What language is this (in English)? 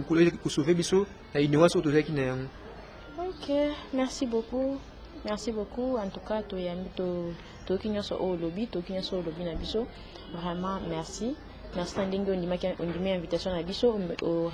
Lingala